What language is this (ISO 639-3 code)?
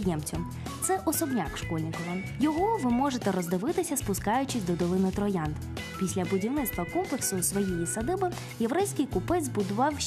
ukr